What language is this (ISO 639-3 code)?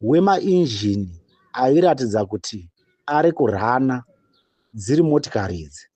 sna